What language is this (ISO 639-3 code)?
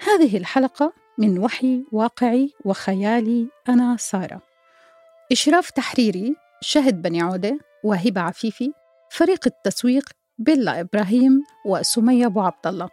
apc